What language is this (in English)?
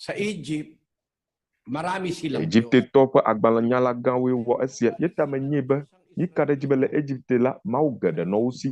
Ewe